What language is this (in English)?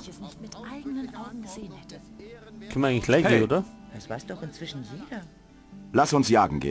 Bavarian